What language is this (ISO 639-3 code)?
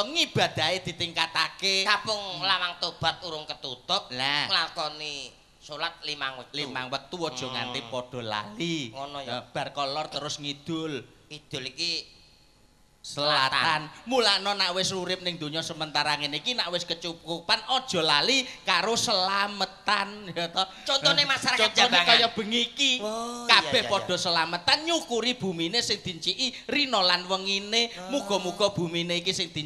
jav